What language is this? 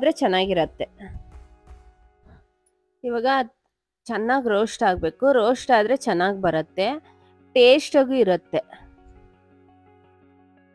Kannada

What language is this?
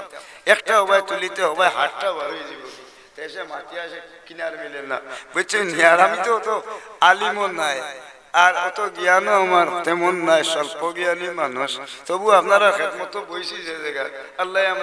Sylheti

